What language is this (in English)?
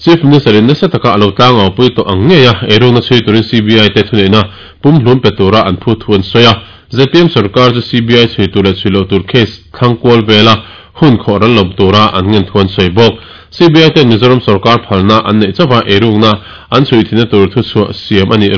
Mizo